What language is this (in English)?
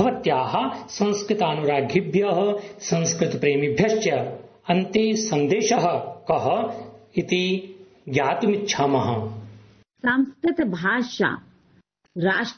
Sanskrit